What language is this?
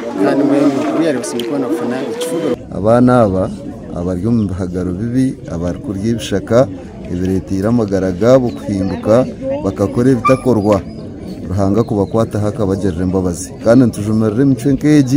Nyankole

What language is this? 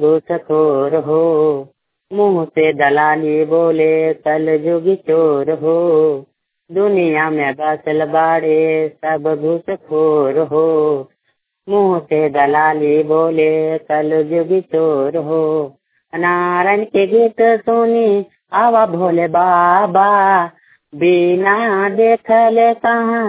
Bhojpuri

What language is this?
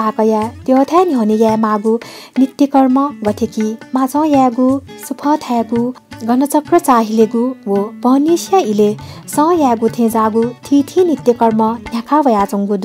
Newari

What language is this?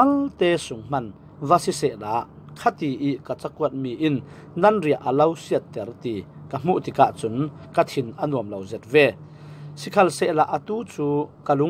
Falam Chin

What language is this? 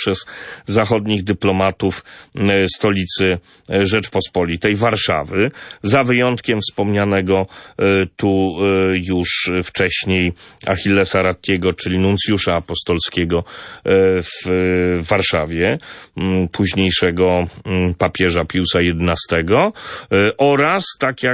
Polish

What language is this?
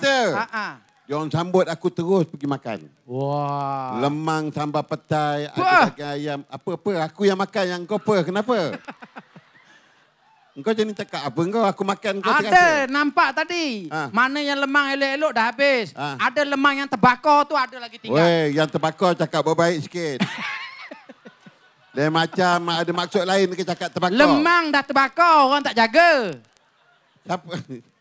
Malay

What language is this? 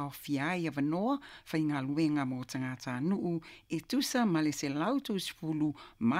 Samoan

